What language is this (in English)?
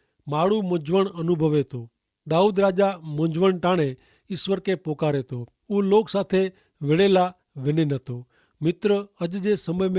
Kachhi